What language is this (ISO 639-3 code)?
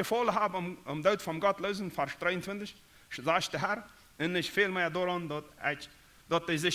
pdt